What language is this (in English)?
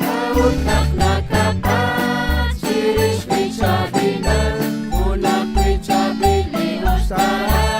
Kekchí